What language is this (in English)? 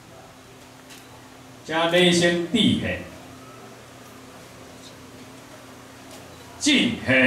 Chinese